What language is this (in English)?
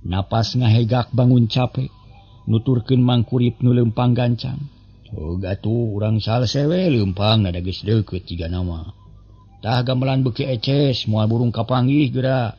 Sundanese